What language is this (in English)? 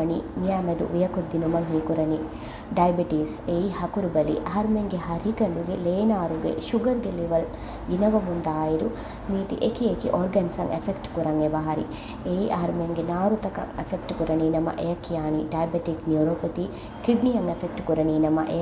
Divehi